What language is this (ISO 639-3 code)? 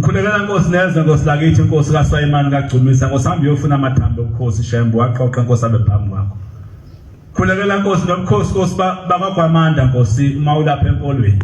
zul